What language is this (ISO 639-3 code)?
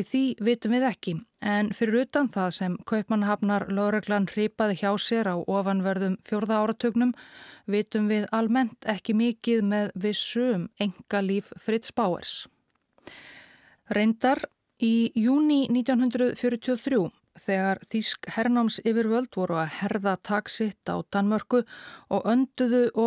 isl